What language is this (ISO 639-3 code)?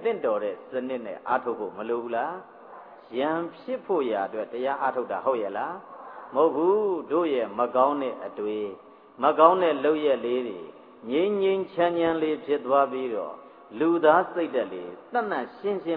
mya